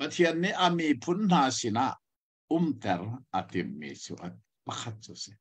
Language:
Hakha Chin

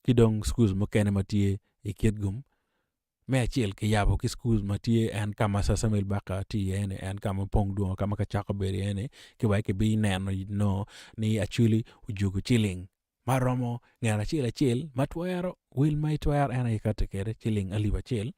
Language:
Acoli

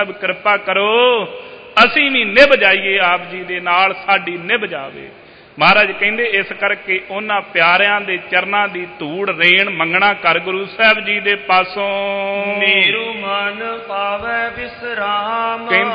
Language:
Punjabi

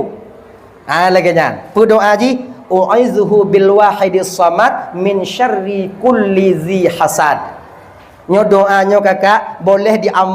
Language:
Achinese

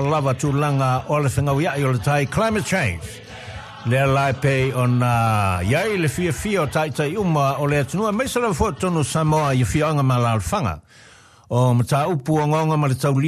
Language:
Samoan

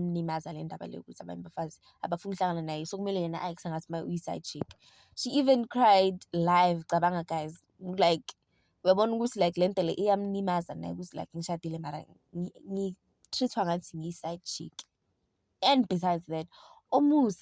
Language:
Zulu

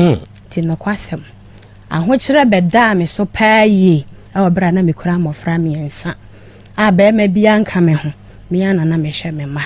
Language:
Akan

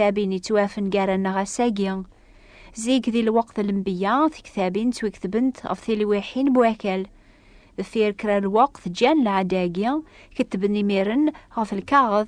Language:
Kabyle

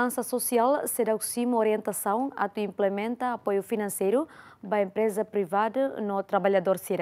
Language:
Tetum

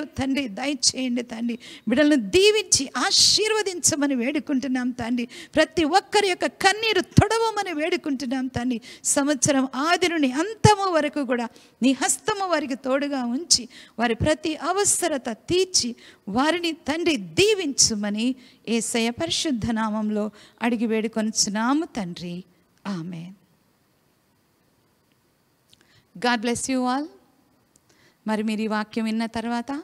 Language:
Telugu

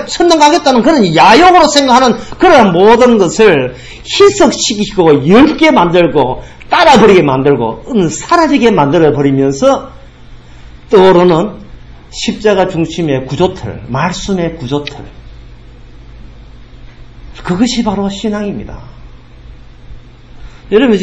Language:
Korean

